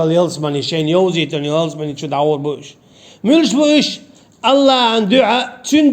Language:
Chechen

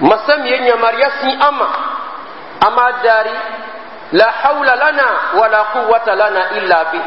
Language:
Dyula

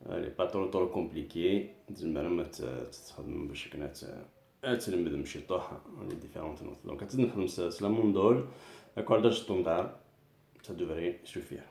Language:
Kabyle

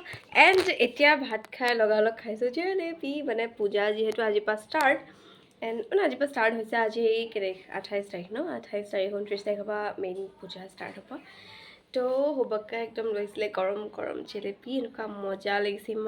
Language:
Assamese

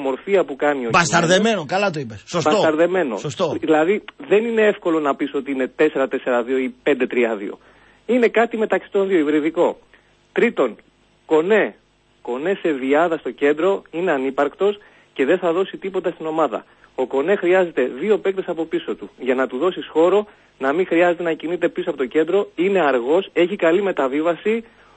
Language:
Greek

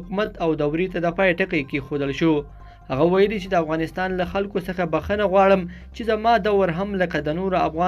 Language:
Pashto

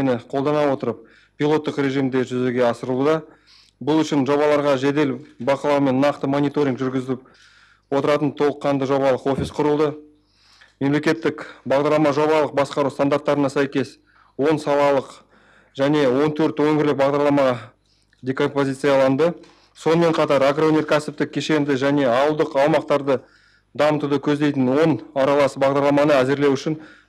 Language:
Kazakh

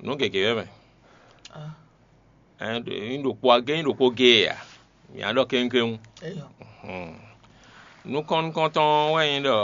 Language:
Fon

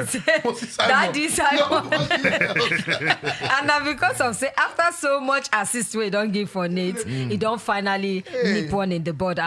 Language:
Nigerian Pidgin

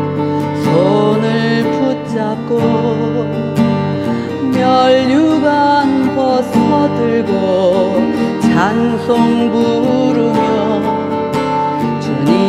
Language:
Korean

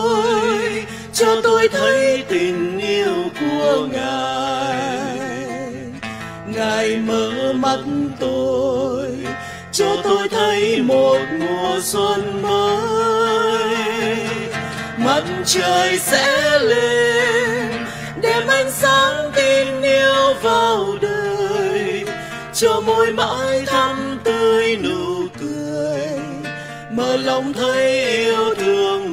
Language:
Vietnamese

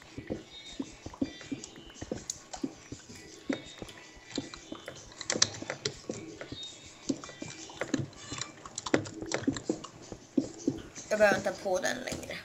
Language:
Swedish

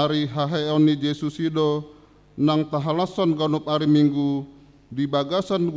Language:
Batak Toba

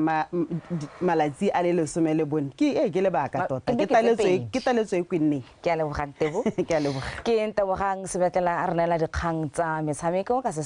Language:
Tswana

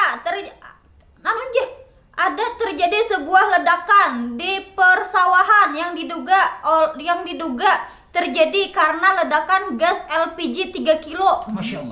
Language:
Banjar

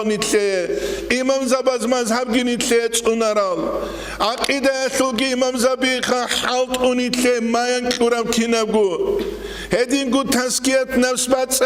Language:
Avaric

